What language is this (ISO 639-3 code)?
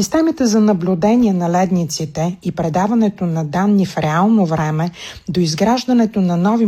bul